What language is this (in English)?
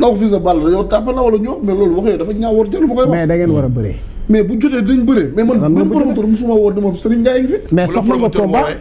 Wolof